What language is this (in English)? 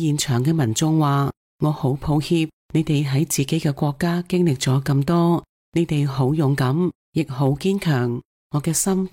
Cantonese